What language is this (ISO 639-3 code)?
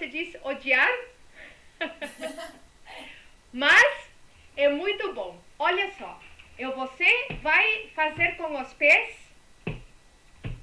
por